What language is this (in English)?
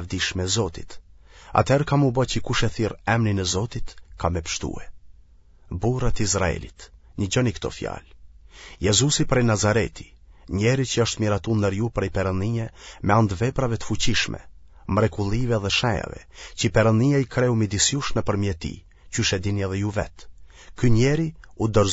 Albanian